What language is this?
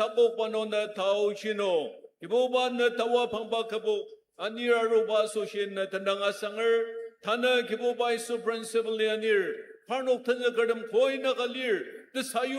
Ao Naga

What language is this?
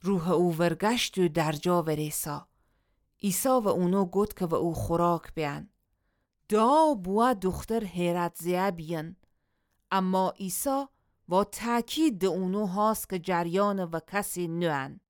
Gilaki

